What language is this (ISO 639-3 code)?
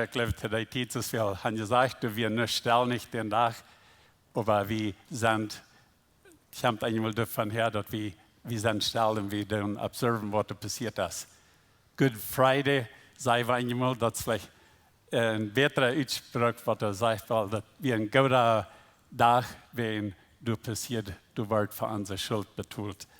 pdt